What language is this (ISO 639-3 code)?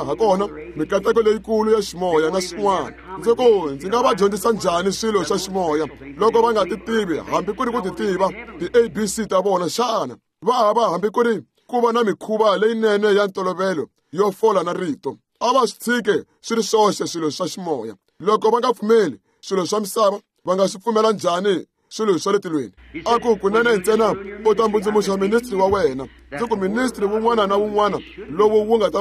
tso